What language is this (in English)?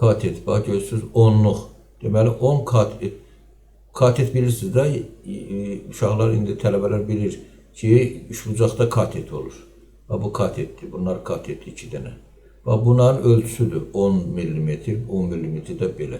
Azerbaijani